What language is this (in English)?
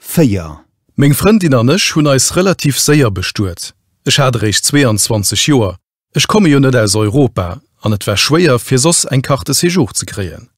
Luxembourgish